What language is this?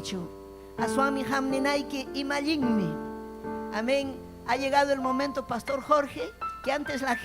Ayacucho Quechua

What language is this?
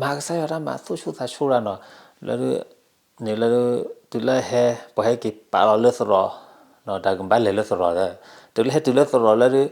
S'gaw Karen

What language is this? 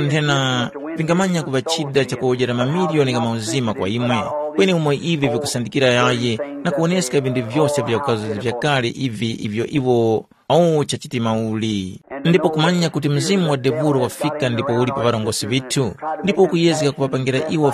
Tumbuka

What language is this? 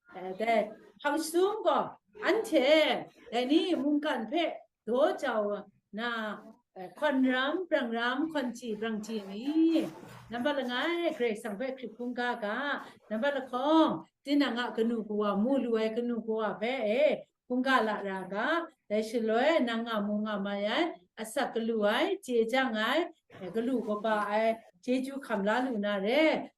Kachin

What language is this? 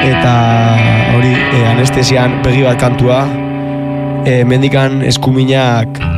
Basque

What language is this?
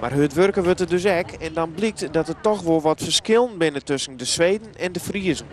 Western Frisian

